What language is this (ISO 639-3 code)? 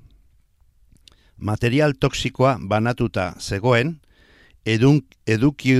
eus